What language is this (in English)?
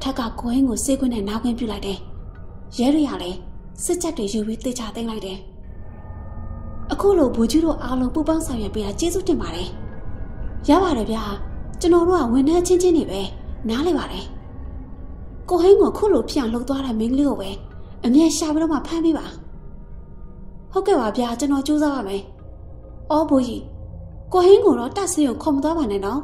Burmese